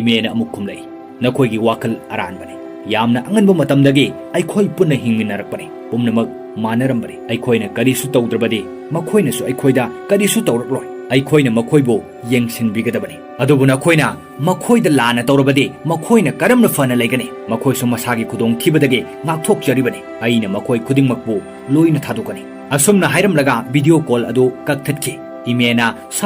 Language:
Manipuri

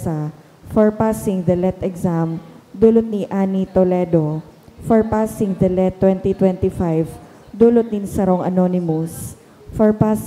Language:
Bikol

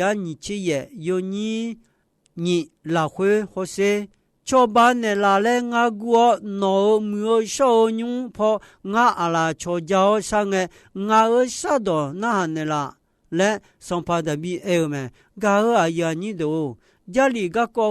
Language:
Akha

